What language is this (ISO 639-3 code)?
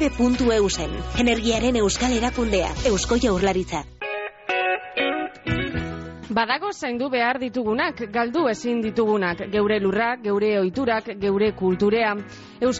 eus